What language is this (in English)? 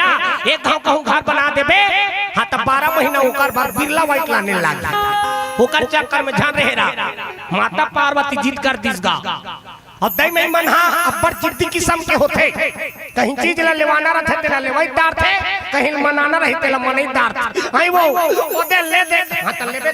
Chhattisgarhi